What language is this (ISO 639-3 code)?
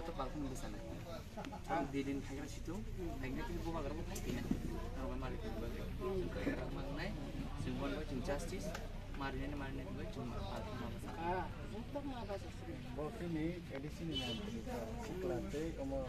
trp